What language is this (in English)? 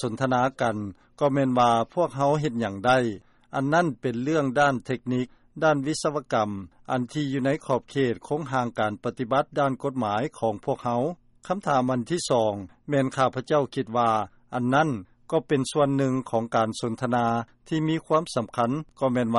Lao